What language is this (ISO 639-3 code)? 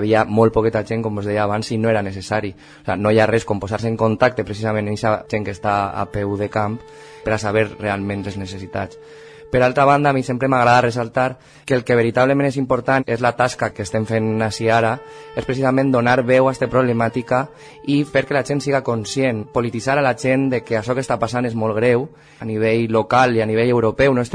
cat